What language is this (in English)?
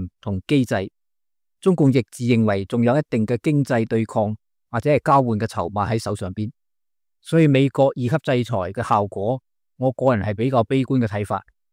Cantonese